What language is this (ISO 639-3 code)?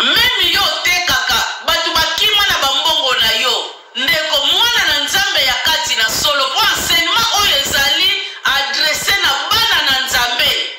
lin